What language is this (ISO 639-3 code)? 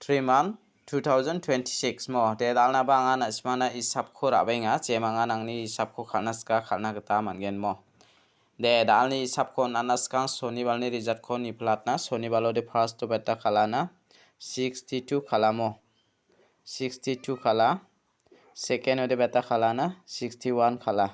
grt